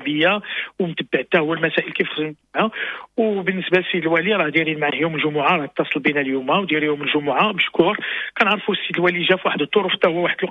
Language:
Moroccan Arabic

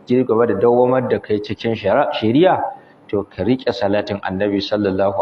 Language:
Hausa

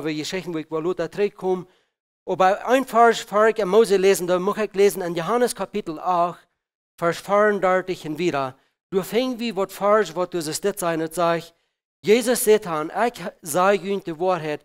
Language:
Plautdietsch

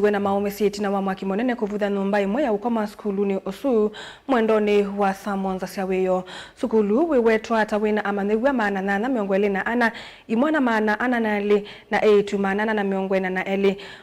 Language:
Kamba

